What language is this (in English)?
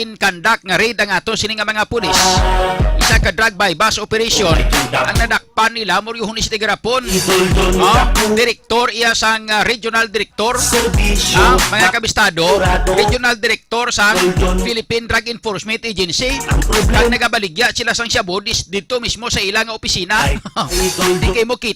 Hiligaynon